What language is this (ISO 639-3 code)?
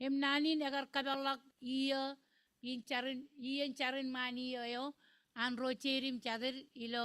mah